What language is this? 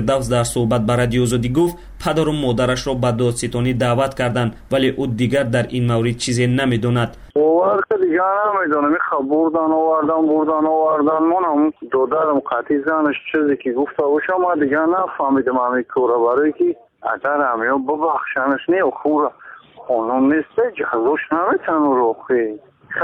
Persian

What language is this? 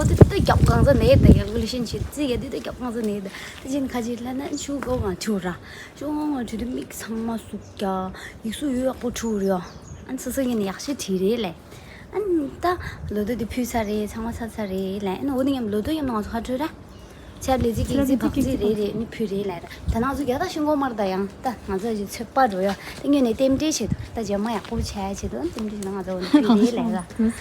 Tibetan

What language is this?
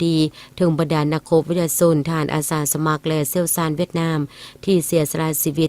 Lao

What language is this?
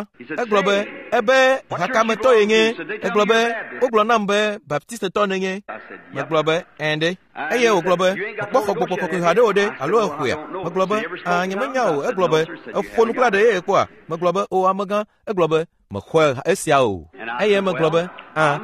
Ewe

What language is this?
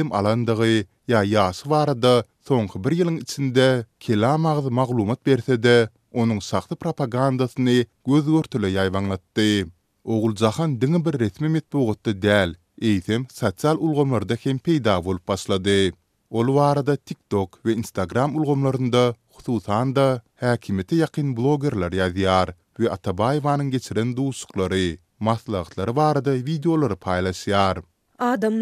Turkmen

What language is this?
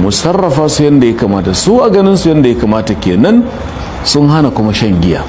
Hausa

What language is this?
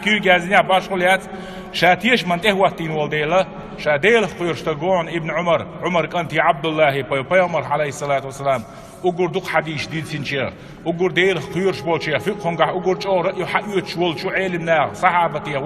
Chechen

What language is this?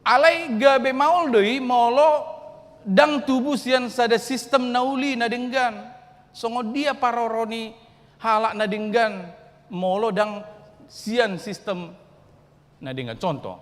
Batak Toba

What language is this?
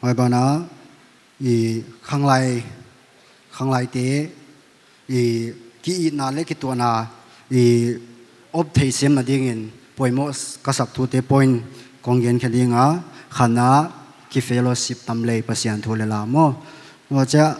Paite Chin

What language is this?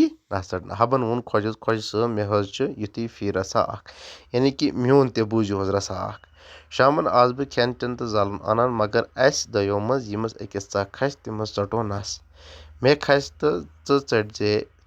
Kashmiri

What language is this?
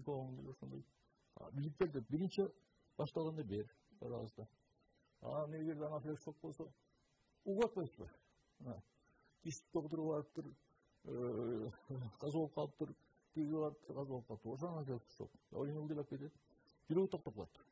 Kyrgyz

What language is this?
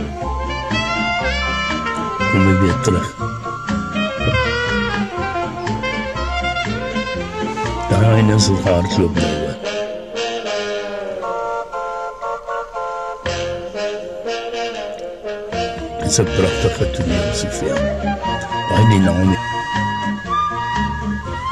Afrikaans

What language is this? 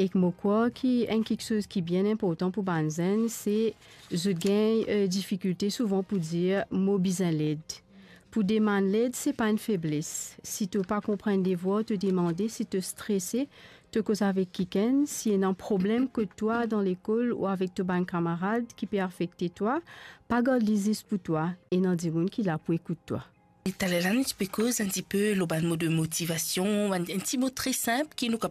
Morisyen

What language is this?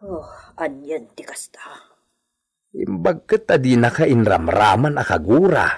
Iloko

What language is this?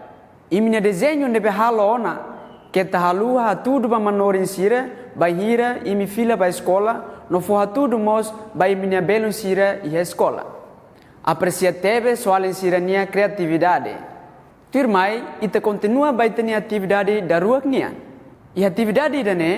Tetum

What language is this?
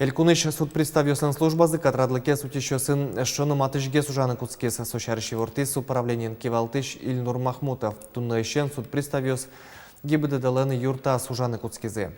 Udmurt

